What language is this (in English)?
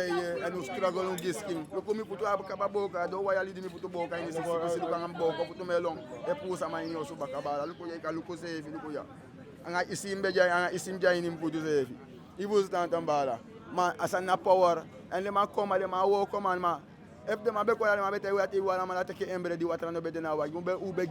Eastern Maroon Creole